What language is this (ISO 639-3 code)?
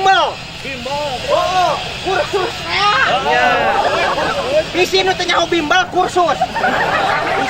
sun